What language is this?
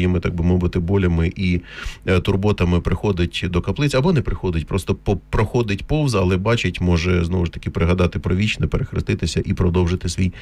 Ukrainian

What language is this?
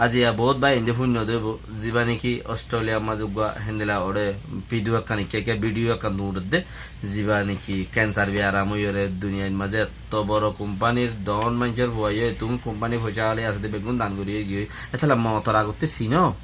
Rohingya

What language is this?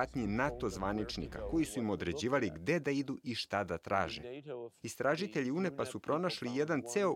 Serbian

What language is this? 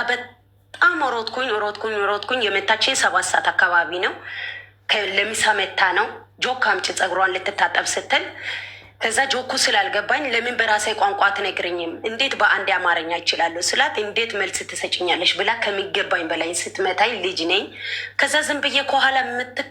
Amharic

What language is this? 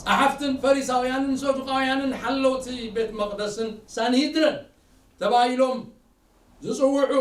Tigrinya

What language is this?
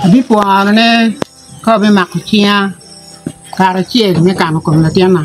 Acoli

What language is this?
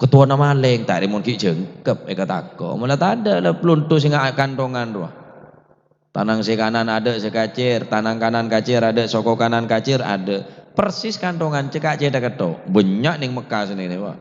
Madurese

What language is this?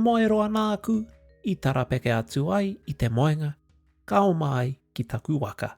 Māori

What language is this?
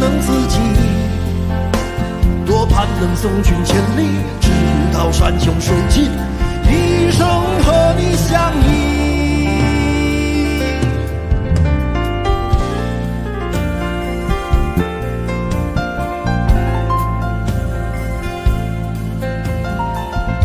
Chinese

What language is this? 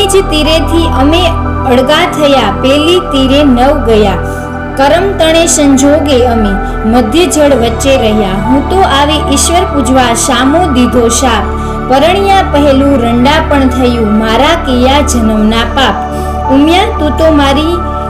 Gujarati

